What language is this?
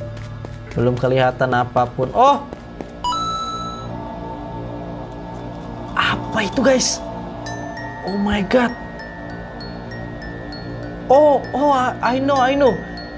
Indonesian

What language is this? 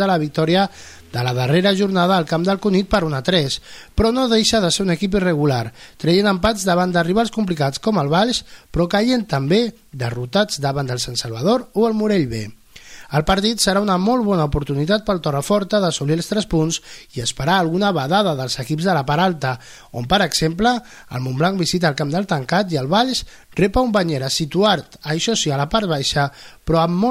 Catalan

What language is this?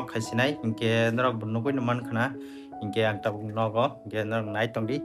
Kok Borok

